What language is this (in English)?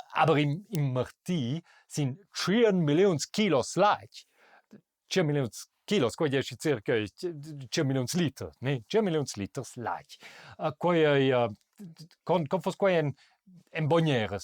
Romansh